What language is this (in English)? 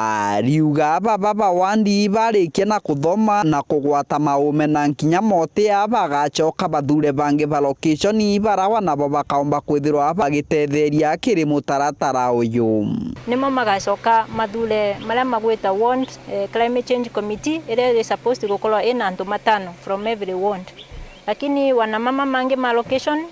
Meru